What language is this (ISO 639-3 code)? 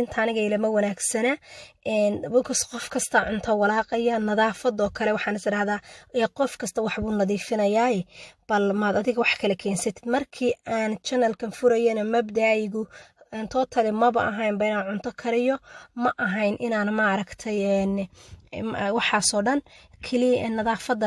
som